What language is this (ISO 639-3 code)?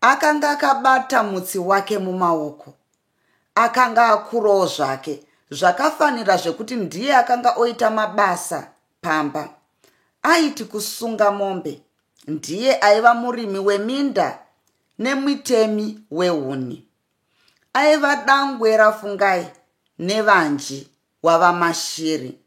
sna